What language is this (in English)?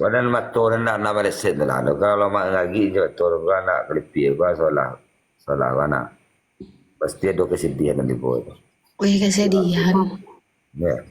Minangkabau